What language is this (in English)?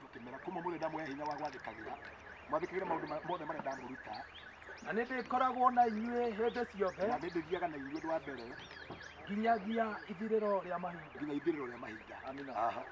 Kikuyu